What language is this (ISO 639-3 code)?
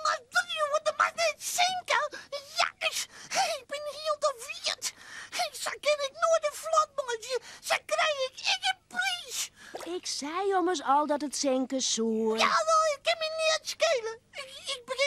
fry